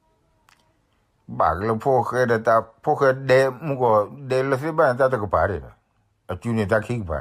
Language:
S'gaw Karen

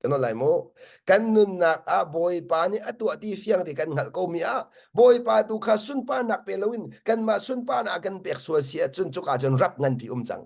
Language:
Hakha Chin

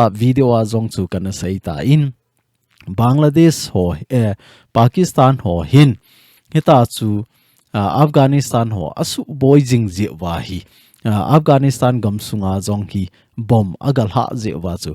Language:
Thado Chin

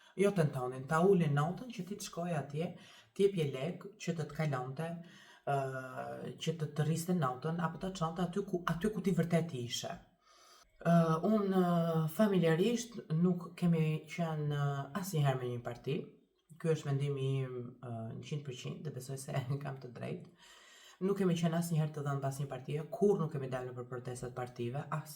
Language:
Albanian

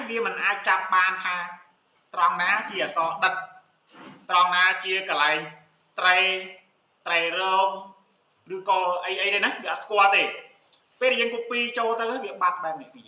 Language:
Khmer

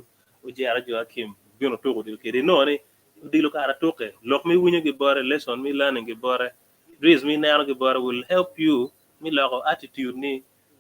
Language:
Acoli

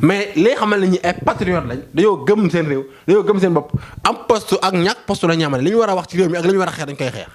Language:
Wolof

